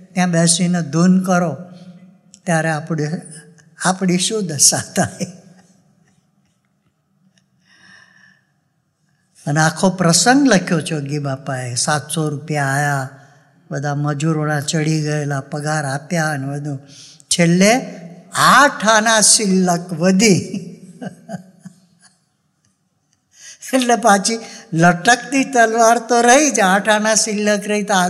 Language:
Gujarati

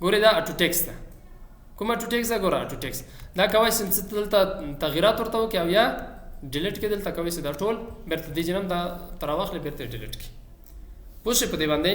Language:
Pashto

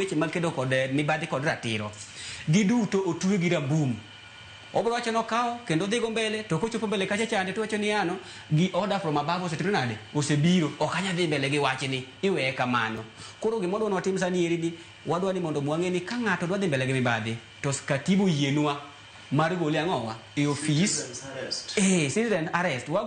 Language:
Luo (Kenya and Tanzania)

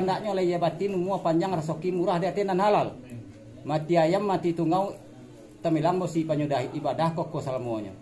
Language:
Minangkabau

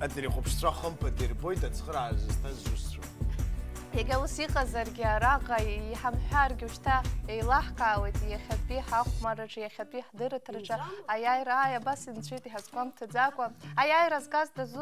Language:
Abkhazian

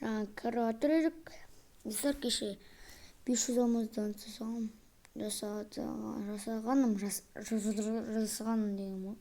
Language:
Kazakh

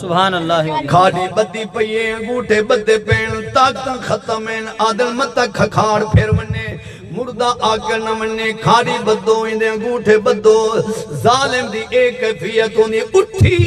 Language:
Saraiki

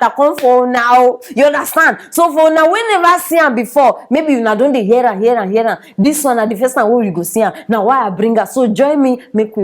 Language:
Nigerian Pidgin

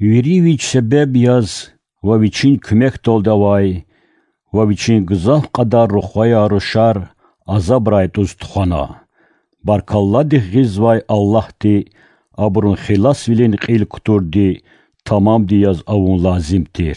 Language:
Lezghian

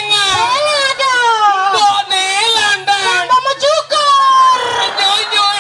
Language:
Balinese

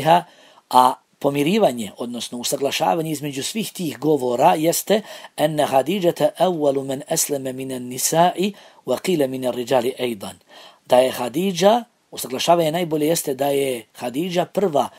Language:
Bosnian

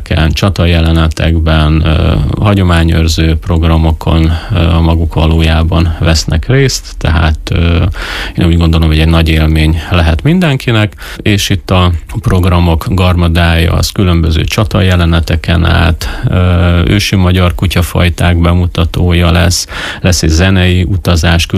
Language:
Hungarian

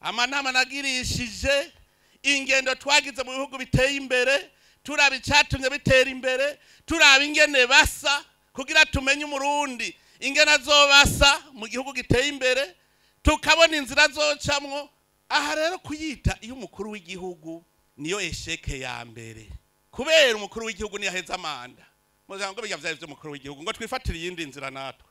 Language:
Rundi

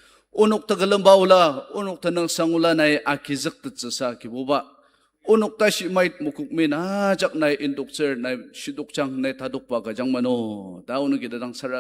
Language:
Ao Naga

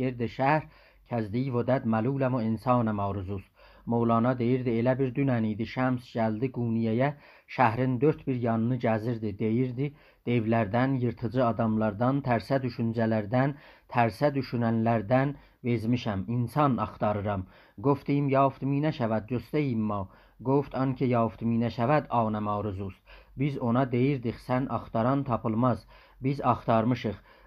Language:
South Azerbaijani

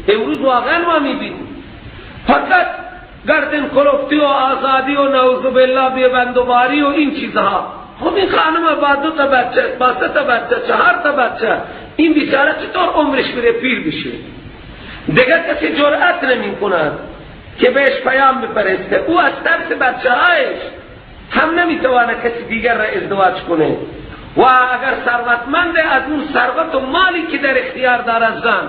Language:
Persian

